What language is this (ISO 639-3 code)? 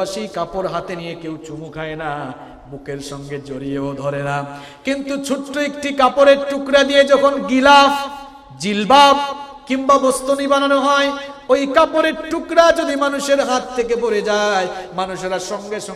ben